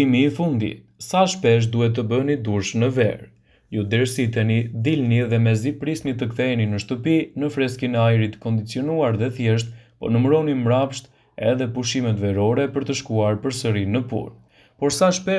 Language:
Albanian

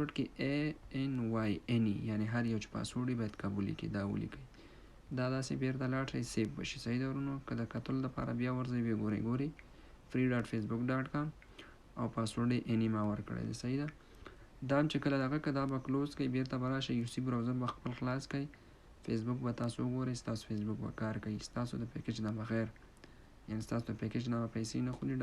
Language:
Pashto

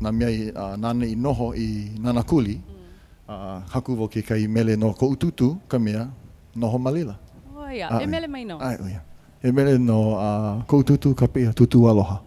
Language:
Hawaiian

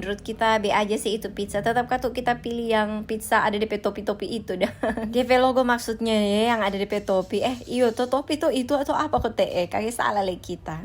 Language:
Manado Malay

